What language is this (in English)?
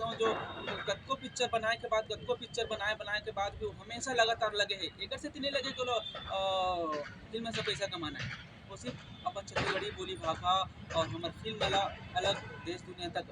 Chhattisgarhi